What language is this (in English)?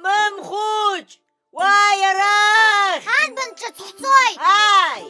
Abkhazian